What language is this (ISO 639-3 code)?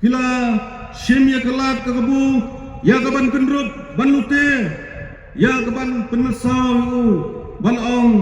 kha